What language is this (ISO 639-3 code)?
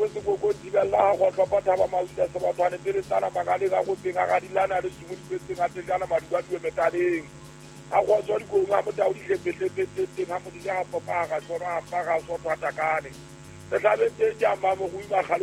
sot